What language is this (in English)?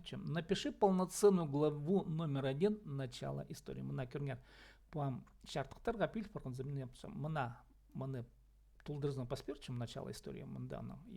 Khakas